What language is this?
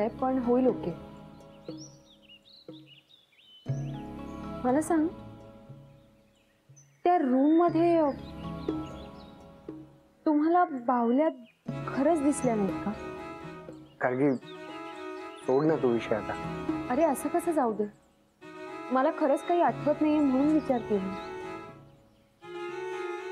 Marathi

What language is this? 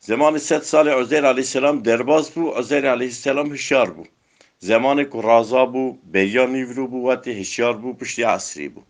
Kurdish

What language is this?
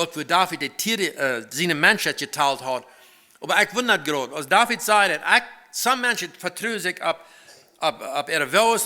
Plautdietsch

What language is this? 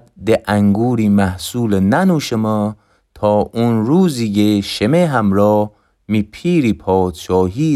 Gilaki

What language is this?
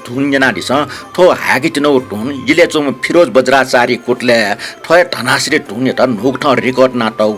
Newari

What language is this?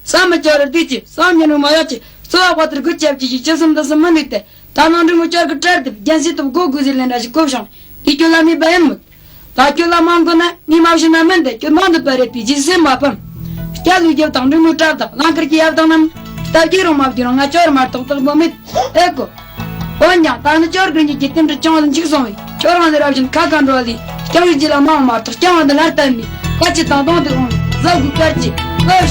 Tibetan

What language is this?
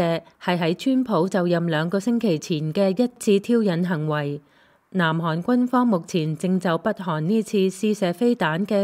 Cantonese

